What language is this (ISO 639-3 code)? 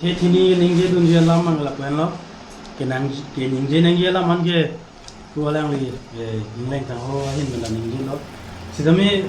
mjw